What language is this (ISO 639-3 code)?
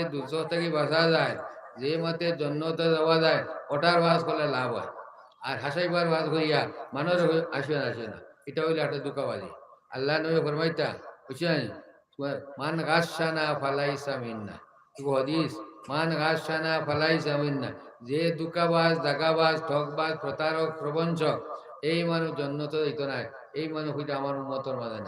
syl